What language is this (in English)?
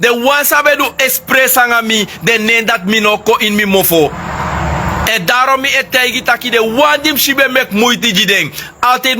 Sranan Tongo